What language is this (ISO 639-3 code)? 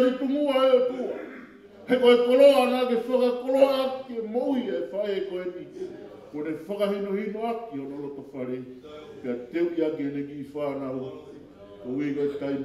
ton